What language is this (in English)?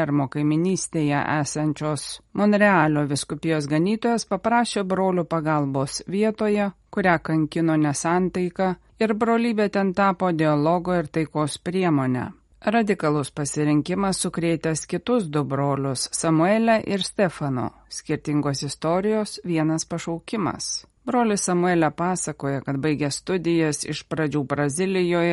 Lithuanian